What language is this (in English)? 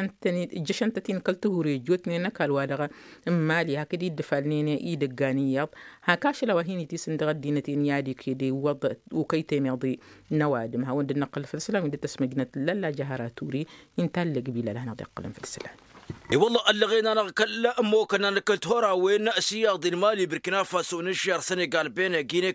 Tamasheq